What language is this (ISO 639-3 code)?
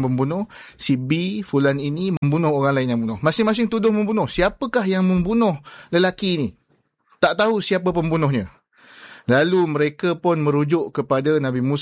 msa